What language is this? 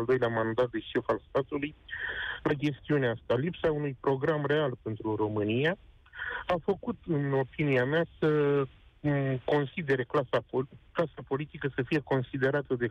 Romanian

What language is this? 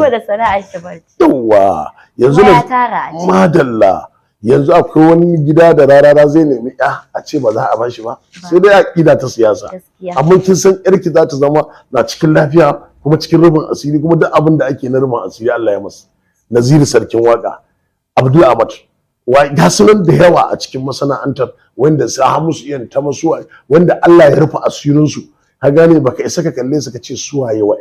Hausa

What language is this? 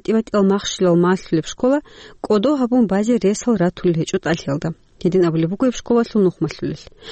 Avaric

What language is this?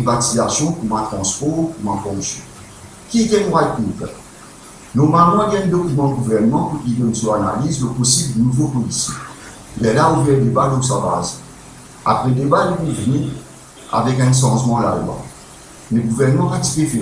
Morisyen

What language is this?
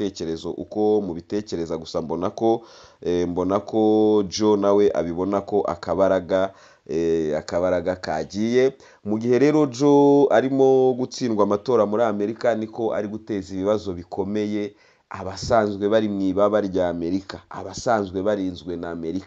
Kinyarwanda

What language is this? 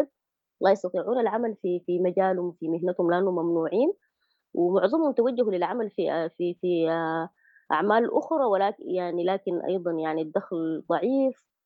Sudanese Arabic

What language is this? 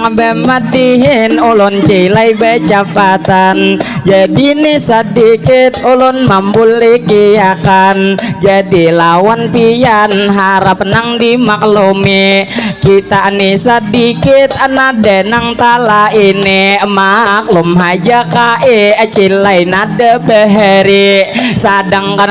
Banjar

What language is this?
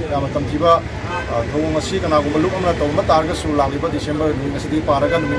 Manipuri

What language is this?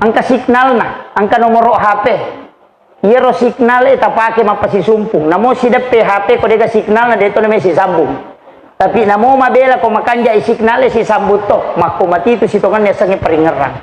Buginese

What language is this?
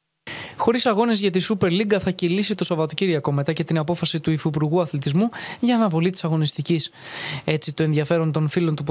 Greek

